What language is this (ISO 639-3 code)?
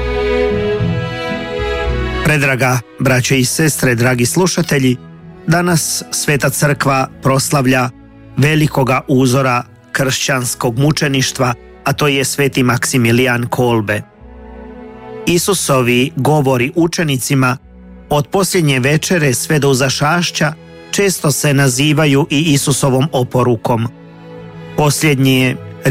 hrv